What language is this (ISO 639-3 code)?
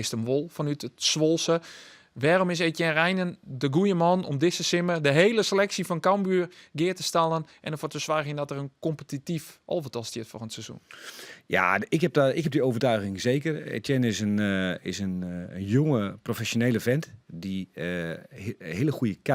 fry